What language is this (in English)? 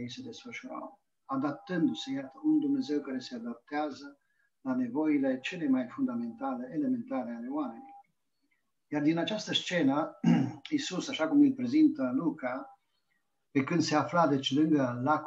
Romanian